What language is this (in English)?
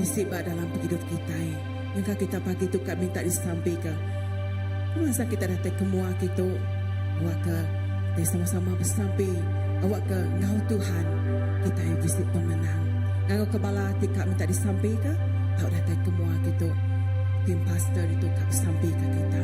Iban